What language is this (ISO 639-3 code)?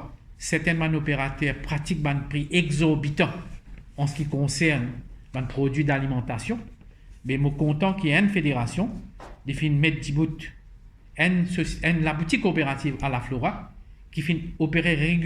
mfe